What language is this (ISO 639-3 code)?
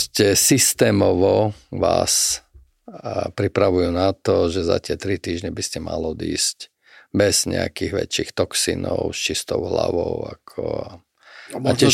slk